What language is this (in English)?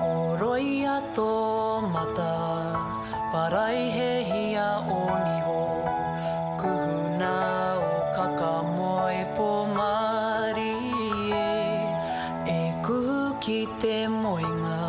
Māori